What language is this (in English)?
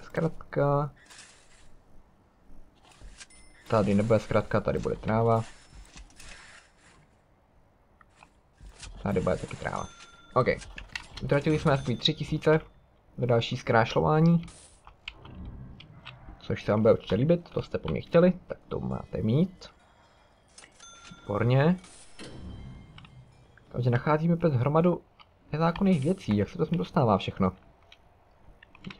Czech